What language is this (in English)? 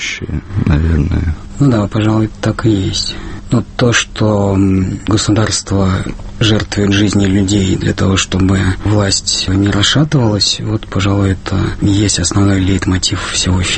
Russian